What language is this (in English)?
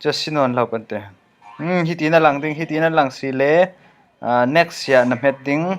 Falam Chin